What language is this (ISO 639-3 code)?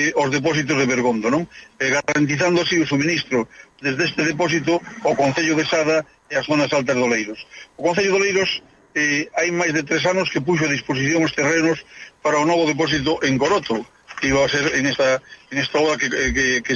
glg